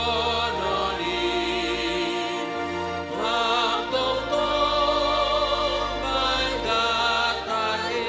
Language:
Batak Simalungun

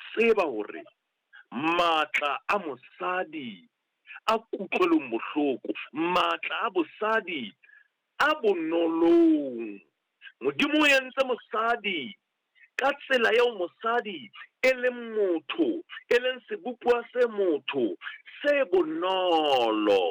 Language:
Southern Sotho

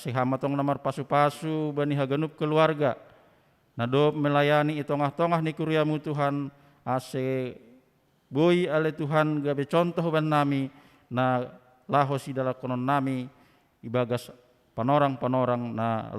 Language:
Batak Simalungun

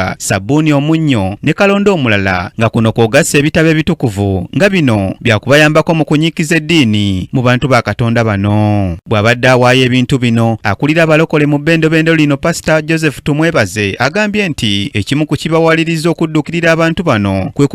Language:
Ganda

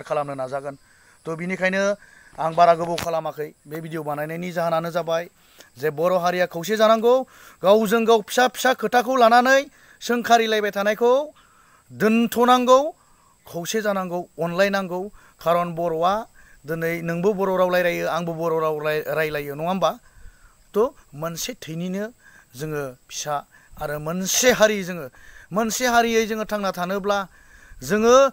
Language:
Bodo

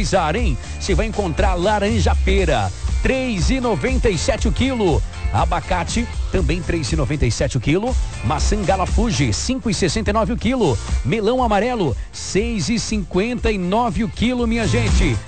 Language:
Portuguese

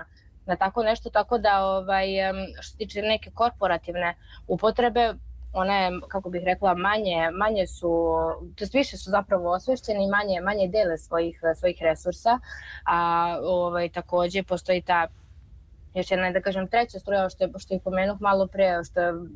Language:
Serbian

